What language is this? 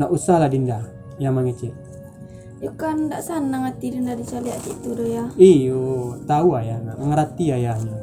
Minangkabau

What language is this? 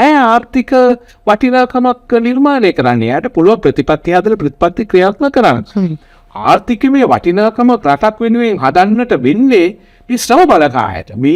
Sinhala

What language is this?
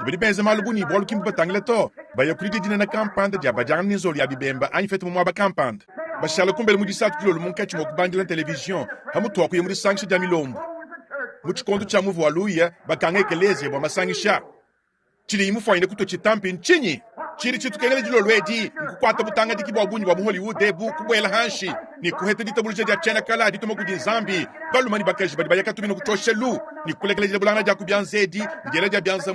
Luba-Lulua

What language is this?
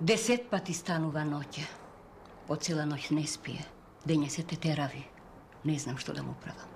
Macedonian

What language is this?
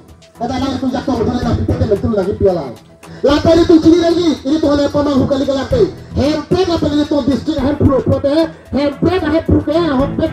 Karbi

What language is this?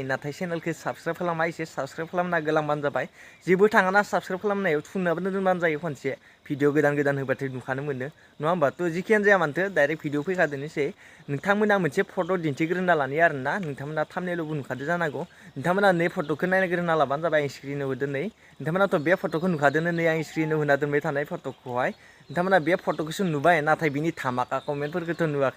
Bodo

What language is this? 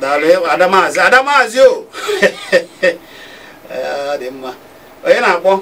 Igbo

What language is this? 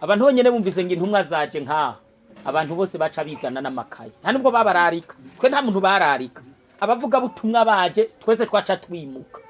Rundi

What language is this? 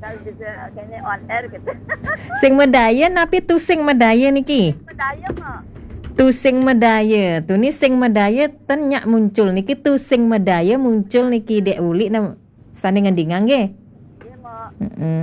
Balinese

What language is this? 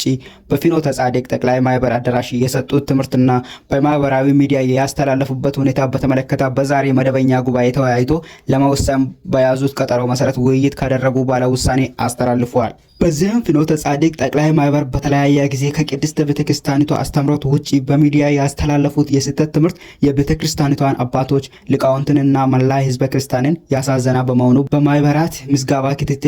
Amharic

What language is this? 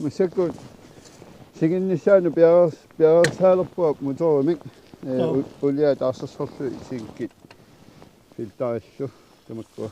Kalaallisut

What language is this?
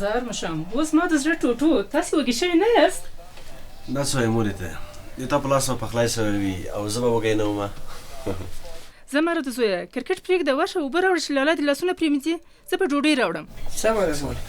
Pashto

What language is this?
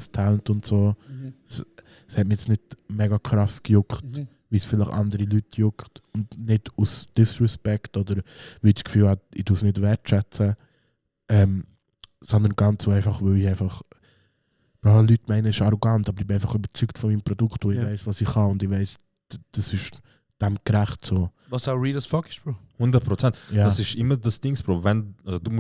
Swiss German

